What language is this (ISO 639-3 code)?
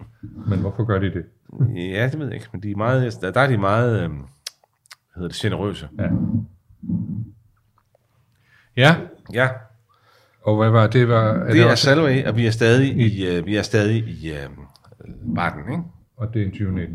dan